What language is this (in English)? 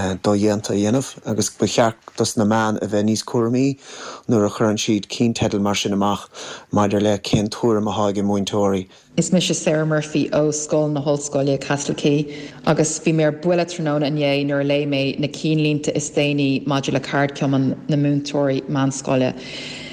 Irish